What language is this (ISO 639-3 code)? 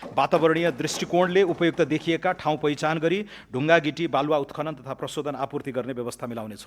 nep